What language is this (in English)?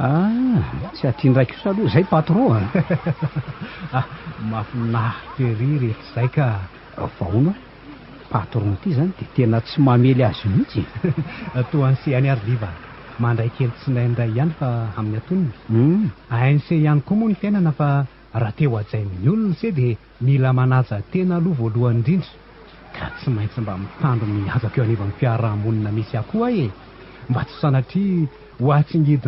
Malagasy